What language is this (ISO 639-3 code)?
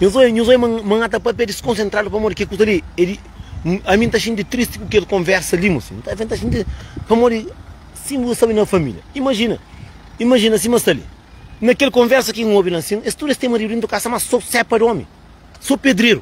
kea